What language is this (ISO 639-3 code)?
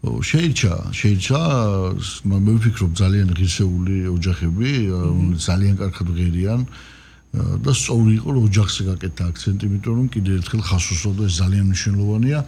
kat